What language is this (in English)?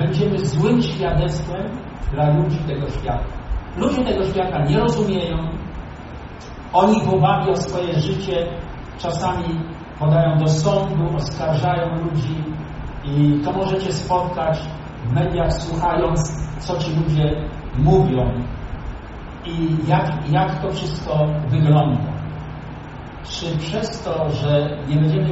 Polish